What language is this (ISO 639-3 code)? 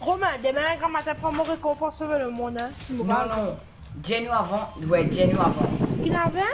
mfe